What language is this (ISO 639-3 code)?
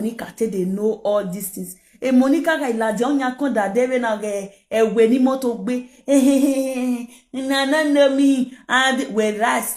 pcm